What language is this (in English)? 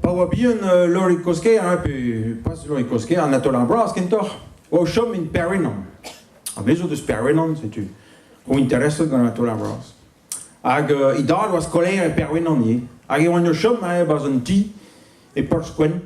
Breton